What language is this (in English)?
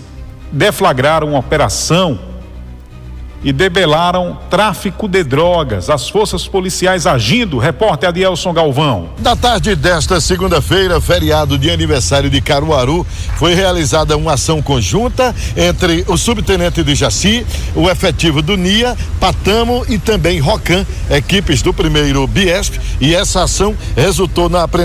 Portuguese